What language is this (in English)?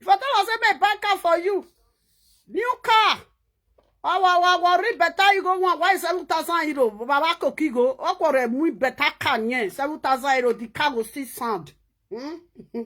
Nigerian Pidgin